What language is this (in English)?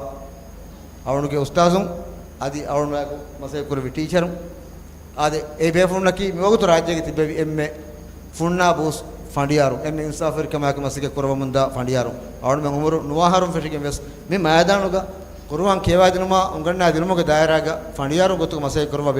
Divehi